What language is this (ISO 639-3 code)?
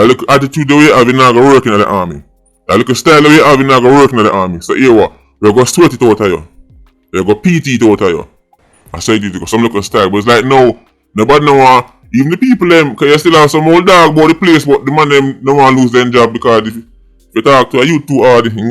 jam